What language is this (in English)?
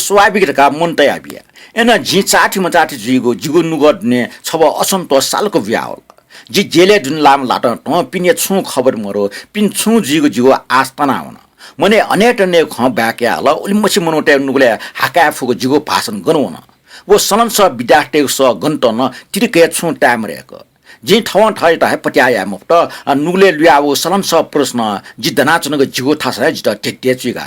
Newari